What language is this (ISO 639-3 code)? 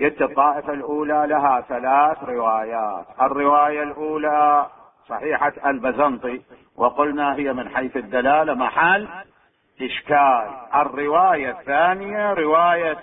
acm